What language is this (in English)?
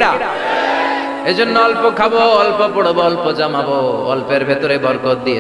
Bangla